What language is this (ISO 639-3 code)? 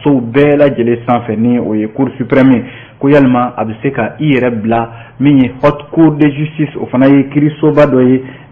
bam